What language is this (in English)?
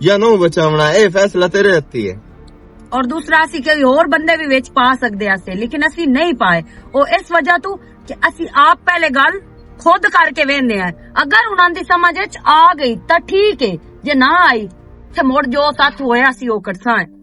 Western Panjabi